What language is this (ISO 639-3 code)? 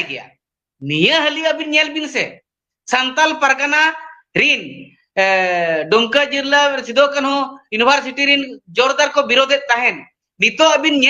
sat